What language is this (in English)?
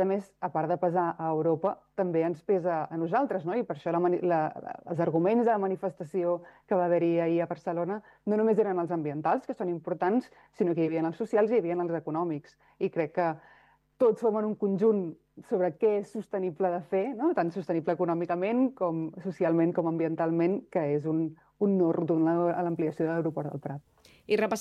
Catalan